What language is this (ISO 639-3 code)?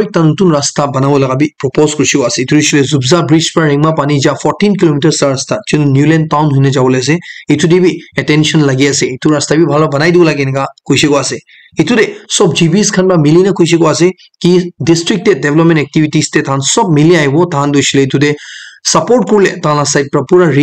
nag